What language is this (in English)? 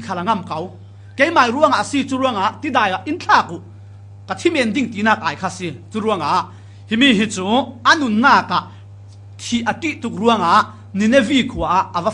Falam Chin